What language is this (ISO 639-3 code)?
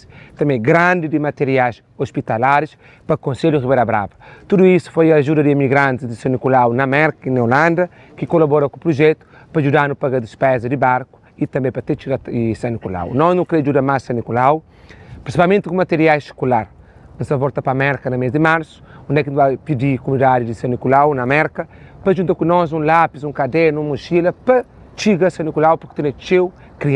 kea